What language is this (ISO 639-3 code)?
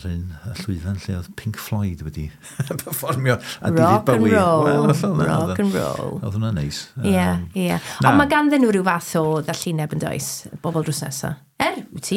cym